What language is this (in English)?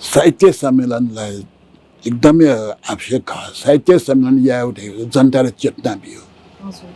Newari